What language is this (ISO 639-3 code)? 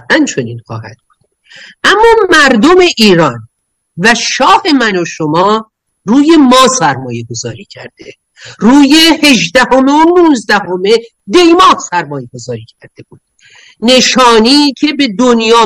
fas